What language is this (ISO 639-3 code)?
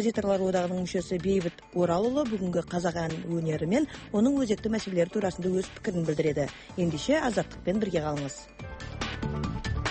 kaz